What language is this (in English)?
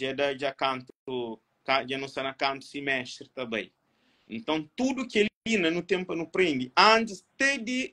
Kabuverdianu